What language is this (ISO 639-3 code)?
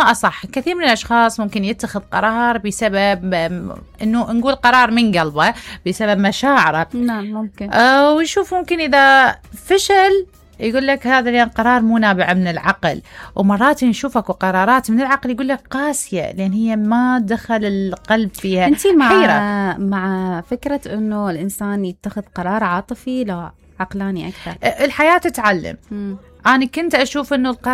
acm